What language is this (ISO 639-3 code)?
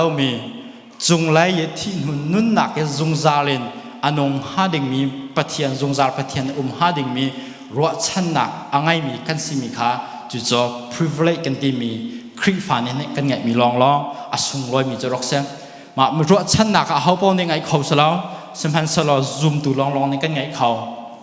cnh